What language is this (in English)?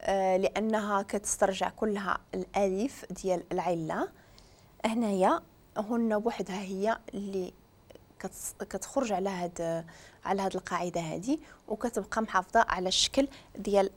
Moroccan Arabic